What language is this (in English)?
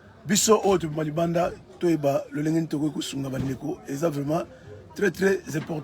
Lingala